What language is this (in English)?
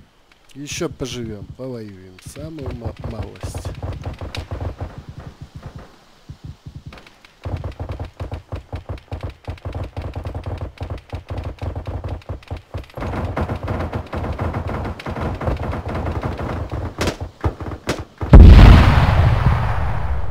Russian